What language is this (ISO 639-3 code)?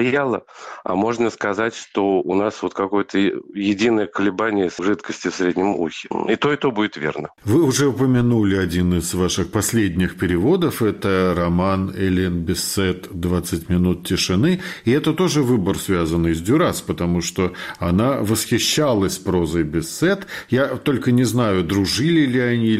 rus